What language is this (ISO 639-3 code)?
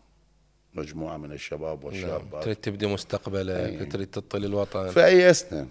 acm